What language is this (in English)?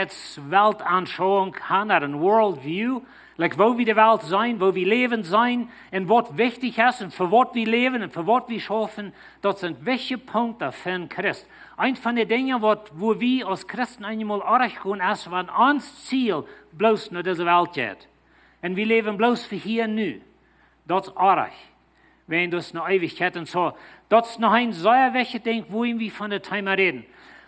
Plautdietsch